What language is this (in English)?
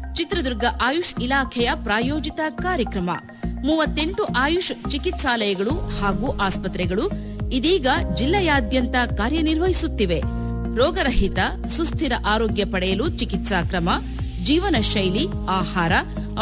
Kannada